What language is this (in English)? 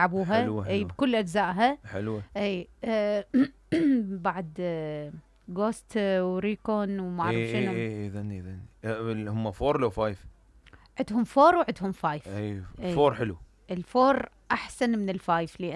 Mesopotamian Arabic